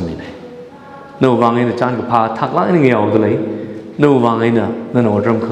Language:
Tangkhul Naga (India)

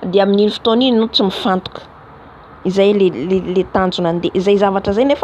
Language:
Malagasy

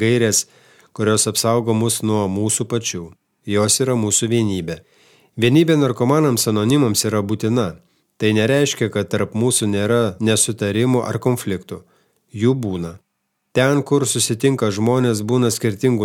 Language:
Lithuanian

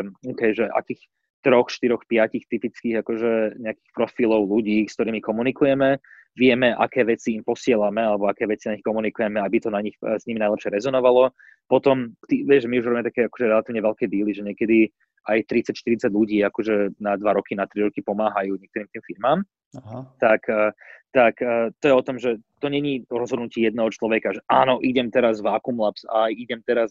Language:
Slovak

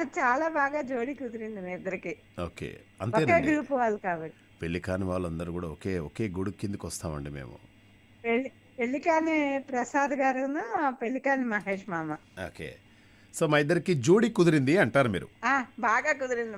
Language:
Telugu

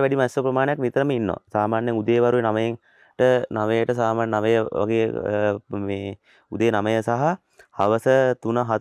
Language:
Sinhala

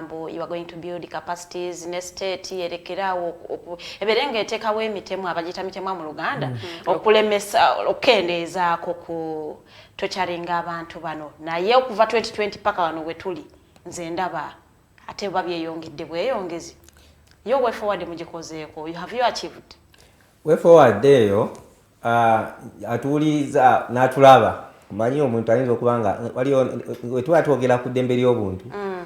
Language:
Ganda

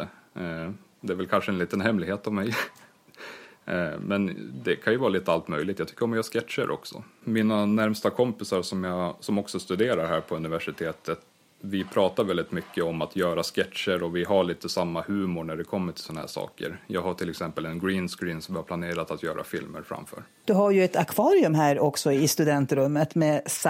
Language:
Swedish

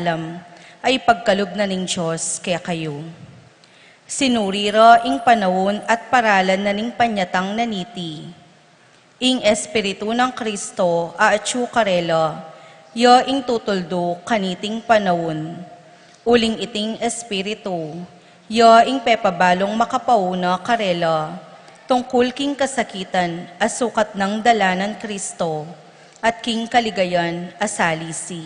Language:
Pampanga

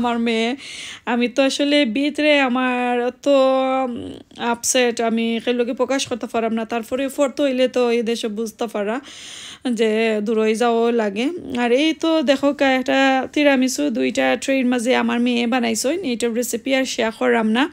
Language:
Sylheti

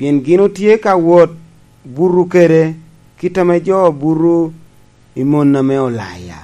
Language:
Lango (Uganda)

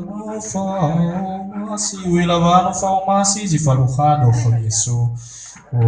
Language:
Nias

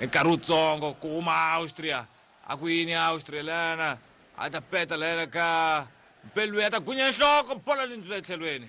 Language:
Tsonga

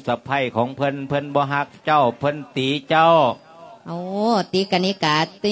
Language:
Lao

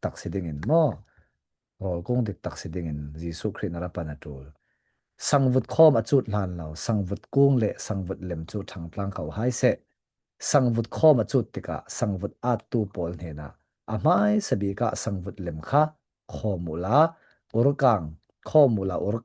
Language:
Falam Chin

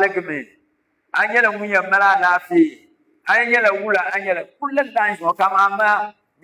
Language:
Dagbani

